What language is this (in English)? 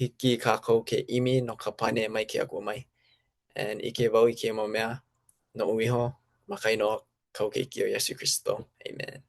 Hawaiian